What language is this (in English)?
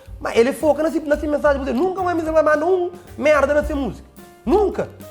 Kabuverdianu